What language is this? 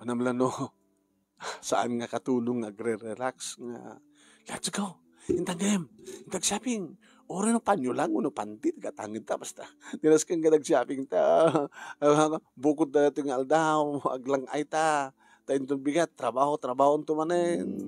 Iloko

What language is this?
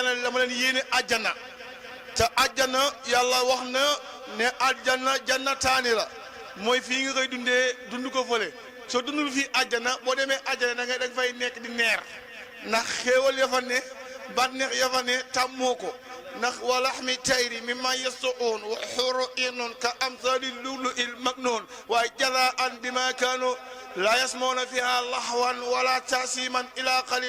Wolof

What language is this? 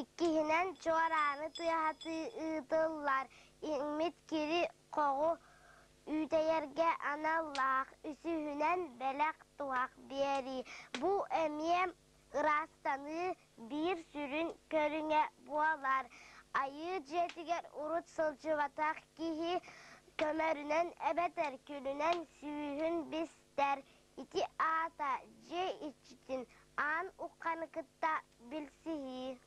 Yakut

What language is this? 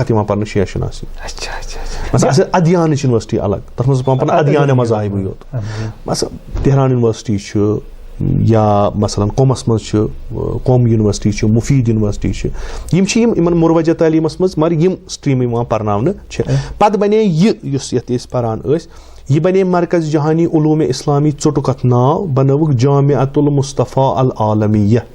Kashmiri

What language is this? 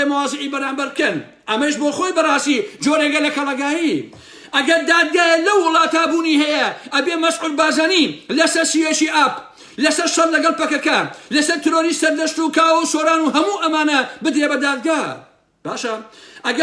Central Kurdish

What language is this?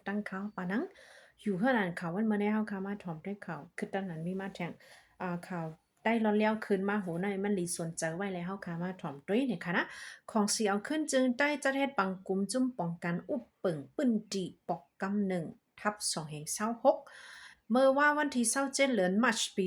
Shan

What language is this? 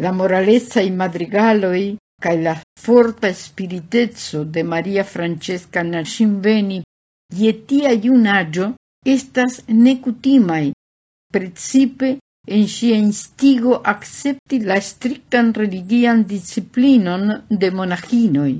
Esperanto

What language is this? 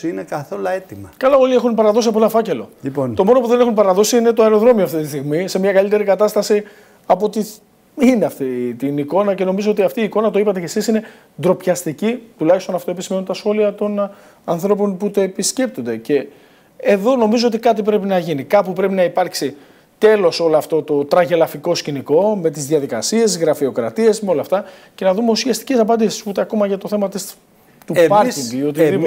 Greek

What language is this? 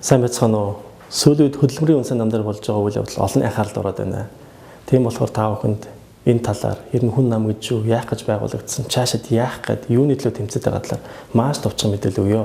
Mongolian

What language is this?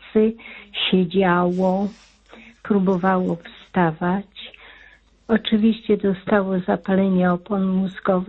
Polish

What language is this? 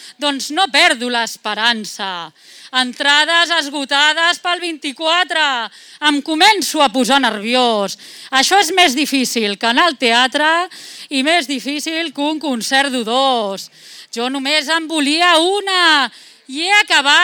Catalan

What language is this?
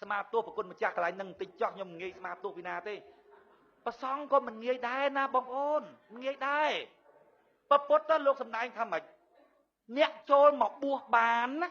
Khmer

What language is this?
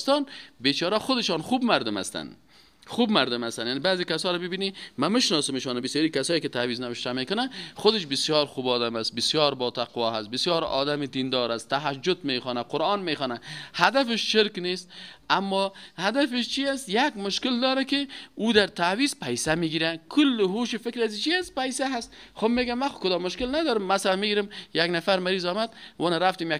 Persian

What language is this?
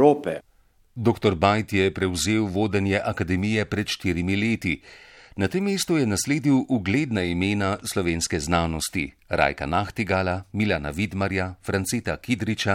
Slovenian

